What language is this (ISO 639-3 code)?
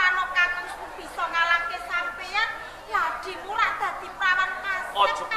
jav